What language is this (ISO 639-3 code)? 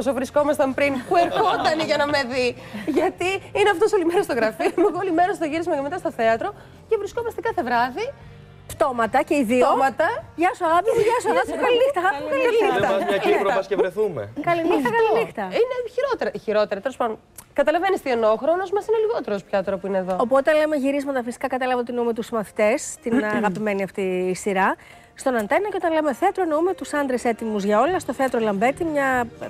ell